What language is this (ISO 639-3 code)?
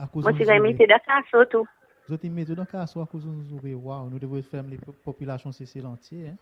crs